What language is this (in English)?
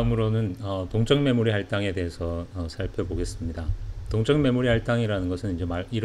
Korean